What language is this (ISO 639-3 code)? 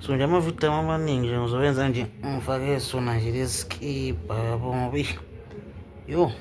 zul